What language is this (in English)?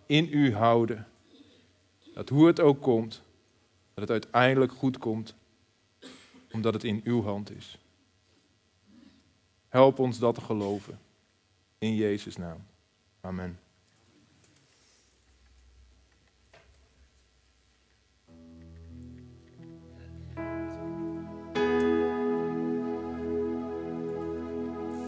Dutch